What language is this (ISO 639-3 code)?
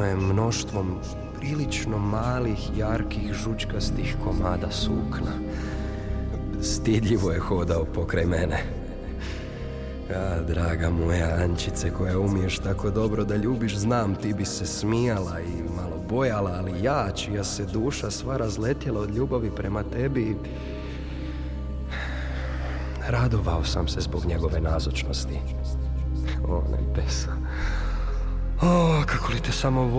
hrv